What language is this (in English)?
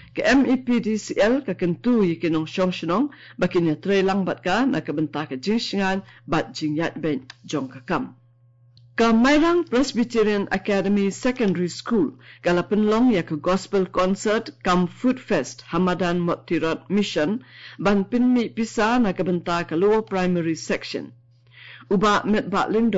Khasi